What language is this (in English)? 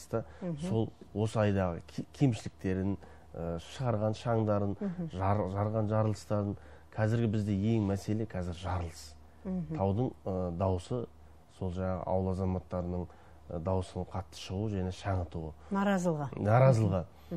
Kazakh